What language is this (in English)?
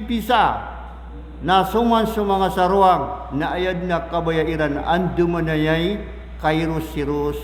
Maranao